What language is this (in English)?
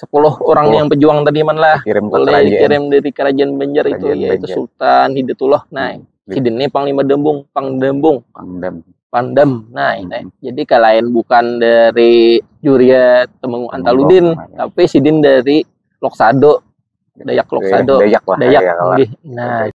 Banjar